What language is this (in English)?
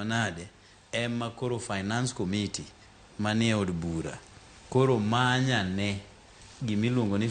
Luo (Kenya and Tanzania)